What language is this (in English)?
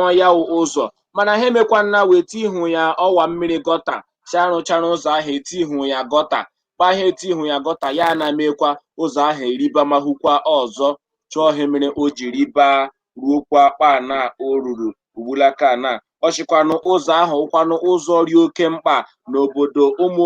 Igbo